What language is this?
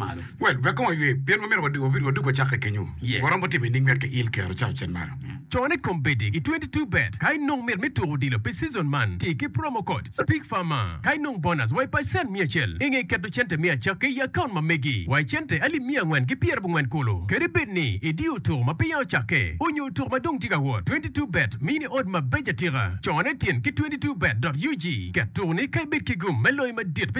Acoli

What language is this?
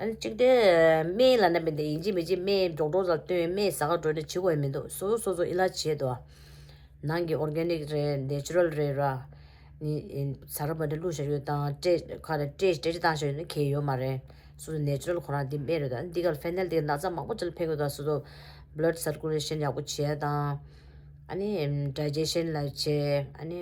Tibetan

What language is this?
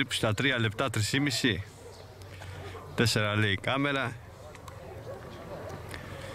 Greek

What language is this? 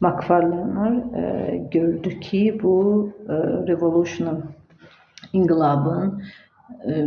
Azerbaijani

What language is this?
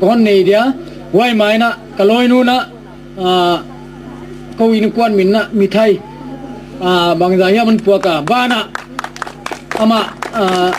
Gangte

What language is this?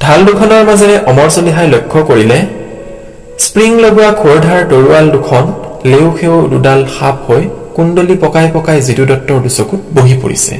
Assamese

